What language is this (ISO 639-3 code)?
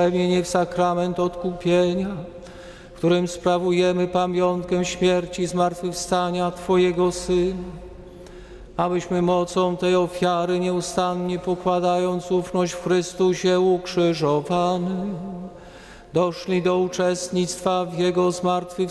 pol